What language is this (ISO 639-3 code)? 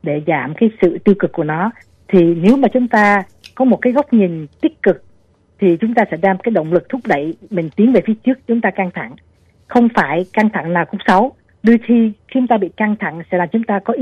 vie